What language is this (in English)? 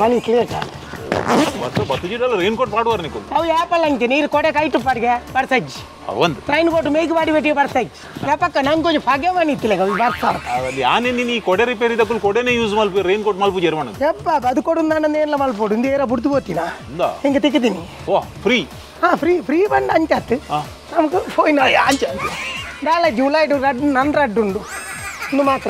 Tulu